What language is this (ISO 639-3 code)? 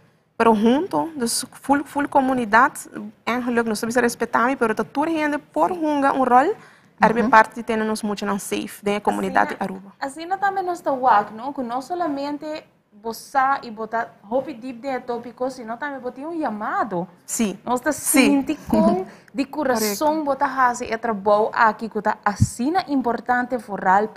pap